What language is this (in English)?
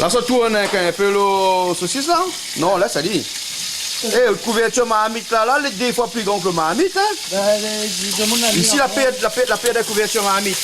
Réunion Creole French